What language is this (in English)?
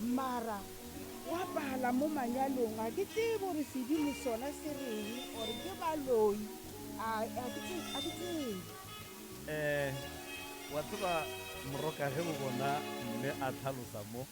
Northern Sotho